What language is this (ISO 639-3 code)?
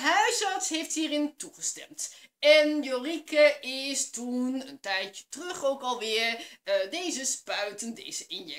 nld